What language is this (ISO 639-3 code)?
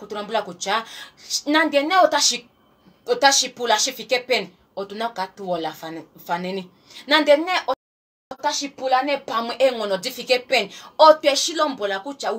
kua